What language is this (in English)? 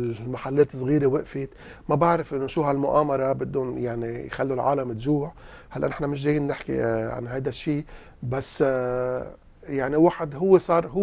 North Levantine Arabic